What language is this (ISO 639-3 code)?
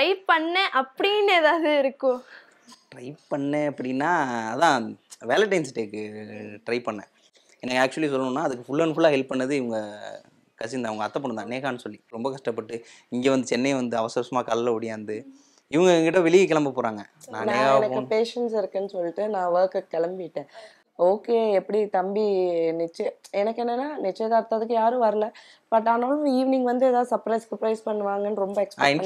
tam